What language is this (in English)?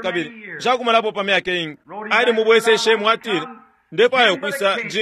Bemba